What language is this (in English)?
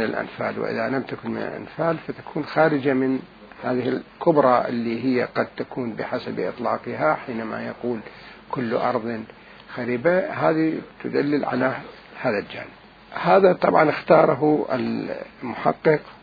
Mesopotamian Arabic